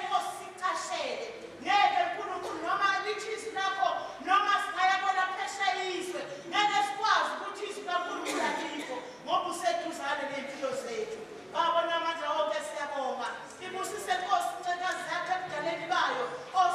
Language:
Zulu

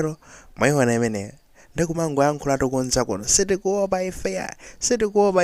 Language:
Nyanja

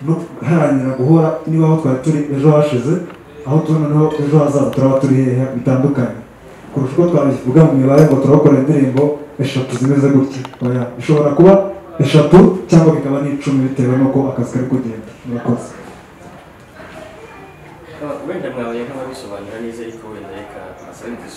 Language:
Kinyarwanda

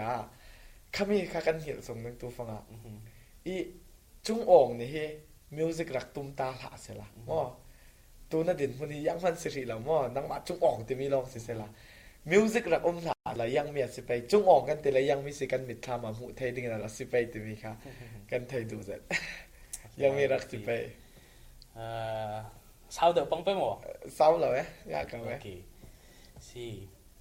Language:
Falam Chin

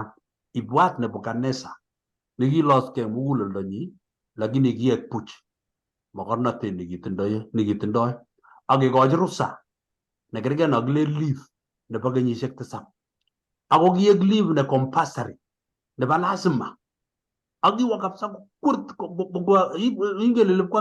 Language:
Kalenjin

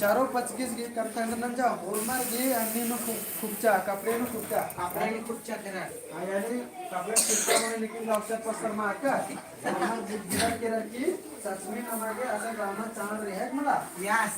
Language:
Kurukh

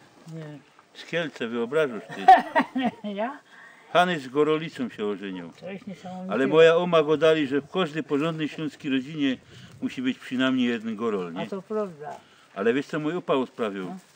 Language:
Silesian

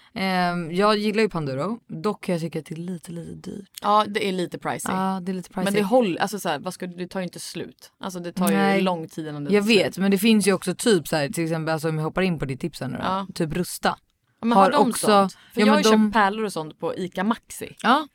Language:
Swedish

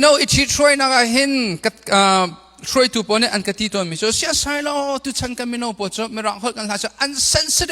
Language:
Hakha Chin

